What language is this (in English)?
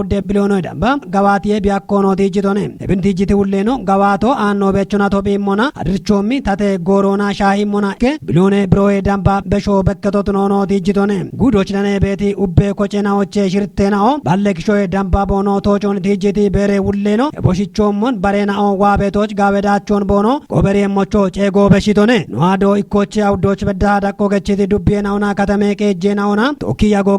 Kafa